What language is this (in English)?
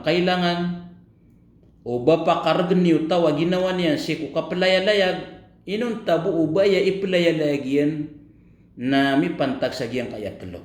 Maranao